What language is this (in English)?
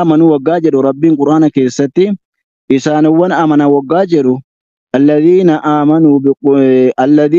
Oromo